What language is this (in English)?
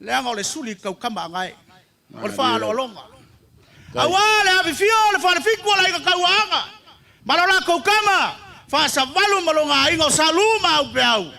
Samoan